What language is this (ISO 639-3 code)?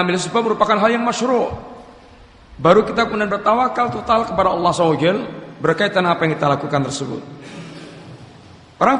ind